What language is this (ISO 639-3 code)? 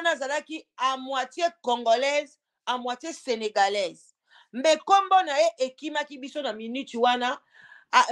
lin